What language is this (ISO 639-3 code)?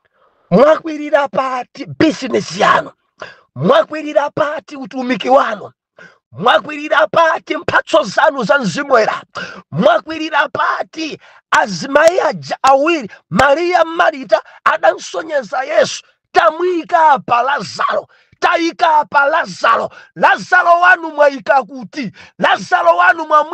nya